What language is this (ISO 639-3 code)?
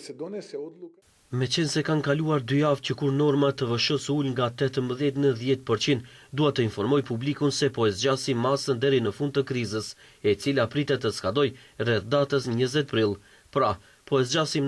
sqi